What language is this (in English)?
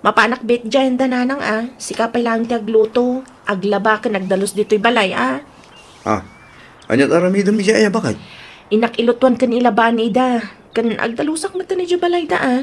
Iloko